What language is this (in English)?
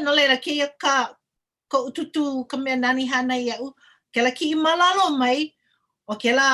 Hawaiian